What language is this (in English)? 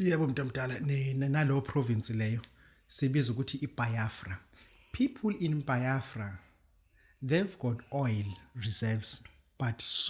Zulu